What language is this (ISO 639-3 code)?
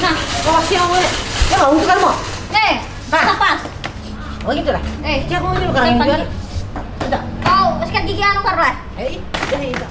bjn